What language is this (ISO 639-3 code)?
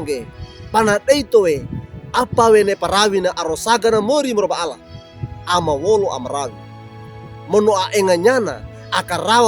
wew